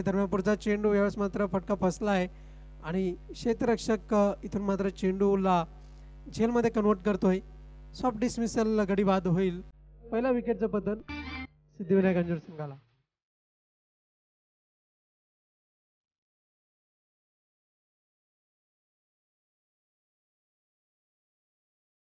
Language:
Marathi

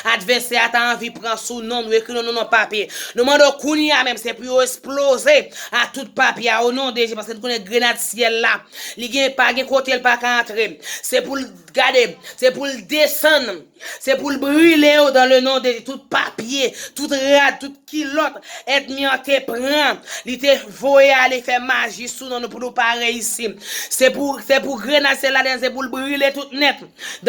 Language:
Haitian Creole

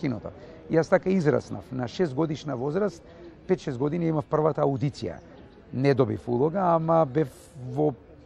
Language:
Macedonian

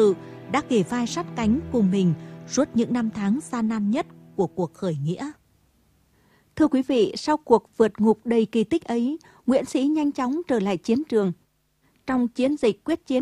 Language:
Vietnamese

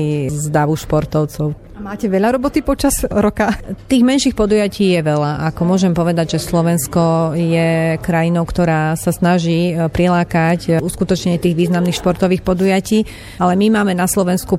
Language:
Slovak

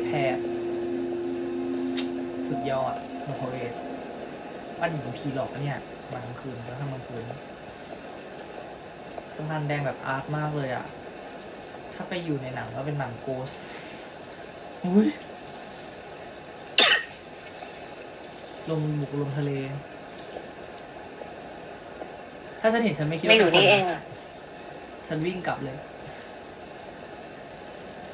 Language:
Thai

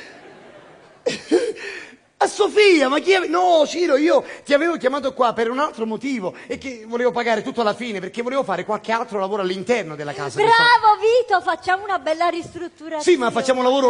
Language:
Italian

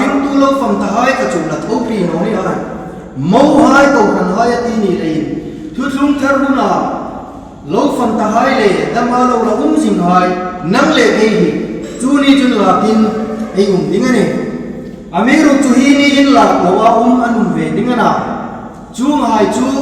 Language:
Hmar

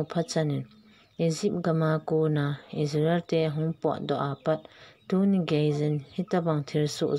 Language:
Thado Chin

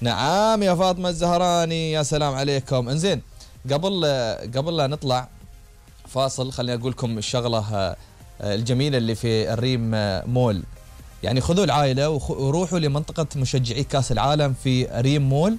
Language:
Gulf Arabic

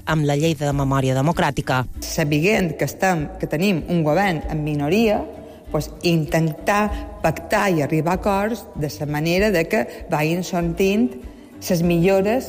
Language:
Catalan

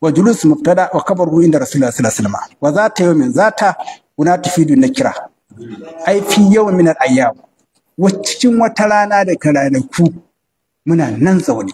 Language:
Hausa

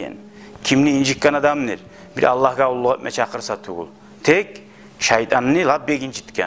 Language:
Kumyk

